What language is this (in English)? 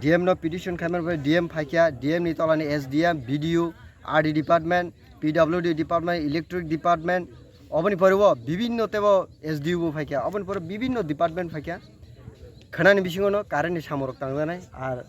Kok Borok